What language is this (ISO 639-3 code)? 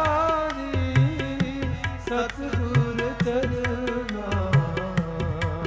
pan